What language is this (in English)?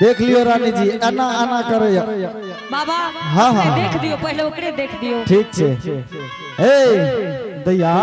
Angika